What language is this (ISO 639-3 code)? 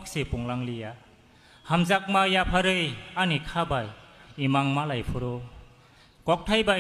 trp